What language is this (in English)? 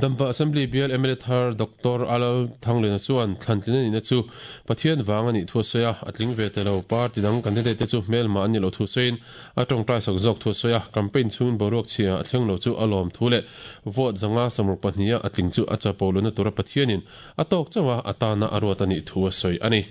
Mizo